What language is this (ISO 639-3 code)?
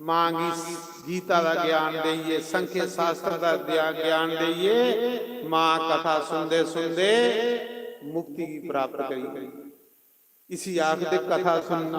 doi